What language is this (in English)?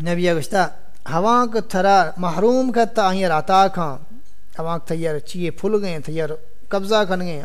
Saraiki